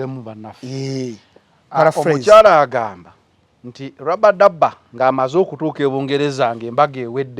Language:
Ganda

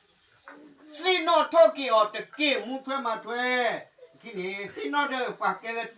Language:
S'gaw Karen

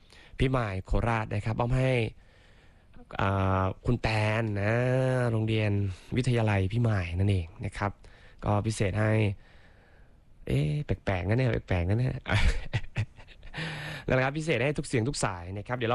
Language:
Thai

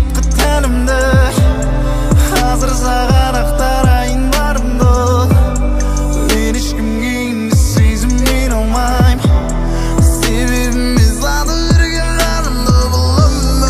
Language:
Kazakh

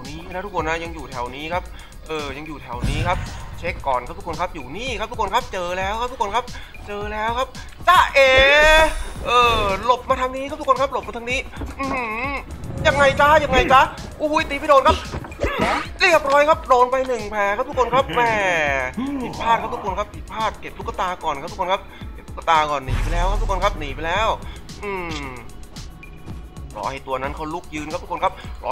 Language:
Thai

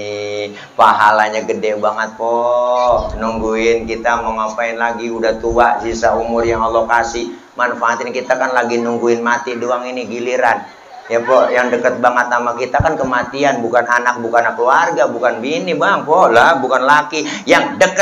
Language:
Betawi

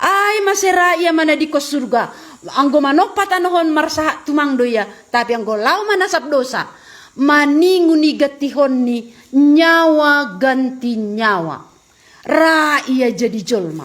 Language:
Batak Simalungun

